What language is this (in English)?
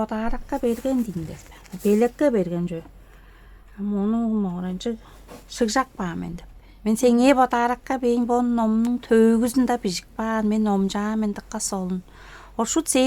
Tuvinian